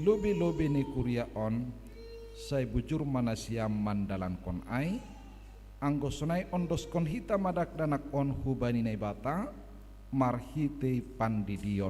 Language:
Batak Simalungun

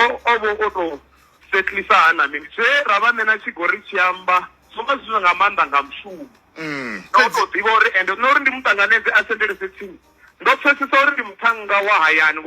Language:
Venda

